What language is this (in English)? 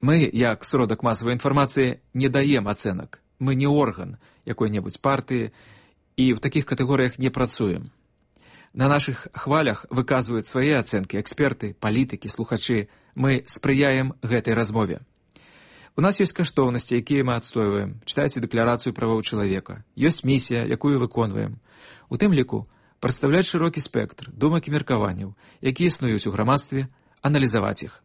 Belarusian